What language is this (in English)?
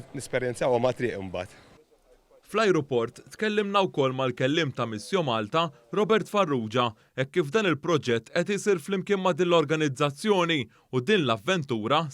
Maltese